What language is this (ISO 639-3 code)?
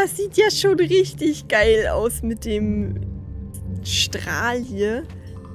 deu